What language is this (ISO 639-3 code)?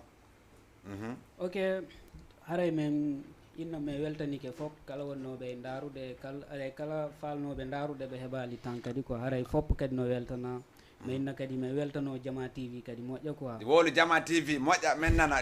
ful